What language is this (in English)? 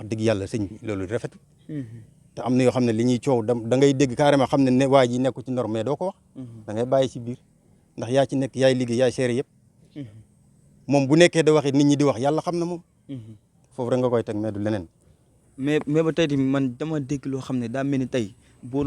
Wolof